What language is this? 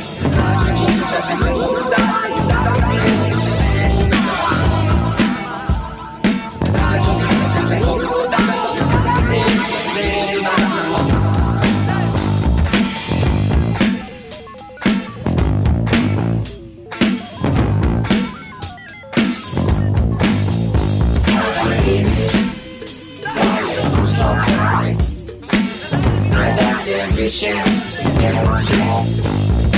Serbian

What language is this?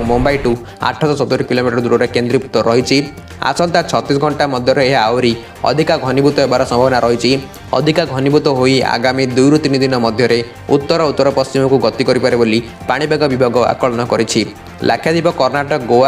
Odia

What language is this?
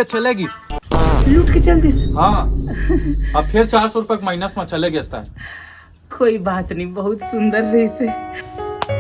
Chhattisgarhi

